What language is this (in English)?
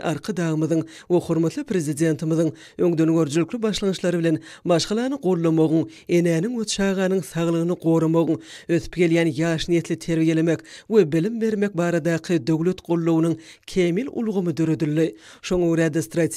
Turkmen